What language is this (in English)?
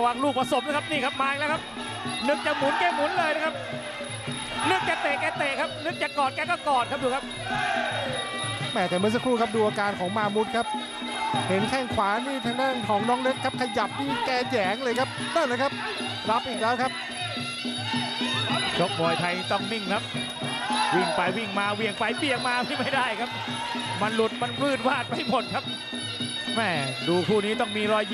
Thai